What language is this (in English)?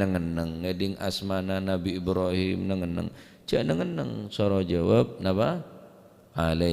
Madurese